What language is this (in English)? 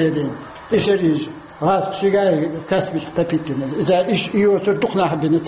Chechen